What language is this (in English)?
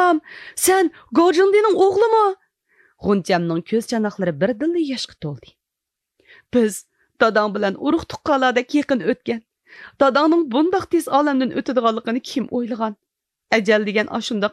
Uyghur